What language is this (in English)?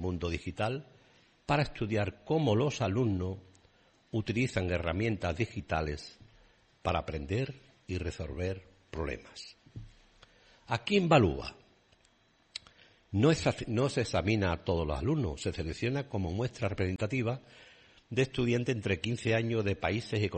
Spanish